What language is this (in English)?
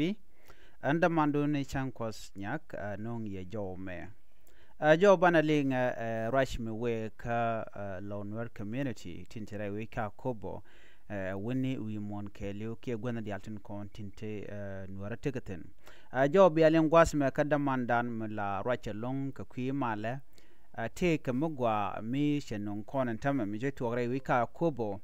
Nuer